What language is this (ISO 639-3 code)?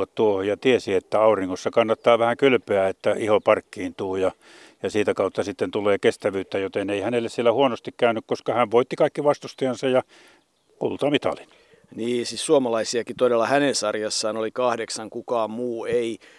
fin